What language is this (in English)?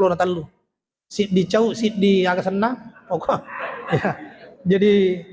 Buginese